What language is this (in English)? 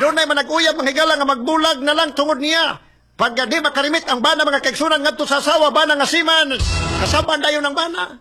Cebuano